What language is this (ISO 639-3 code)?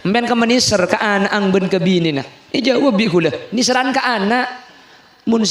mad